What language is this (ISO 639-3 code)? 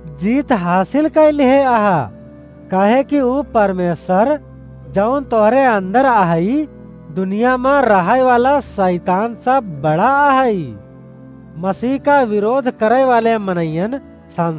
awa